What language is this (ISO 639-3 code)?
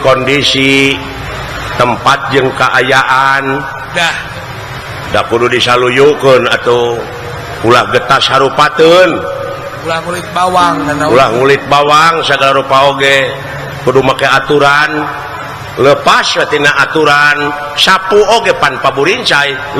sun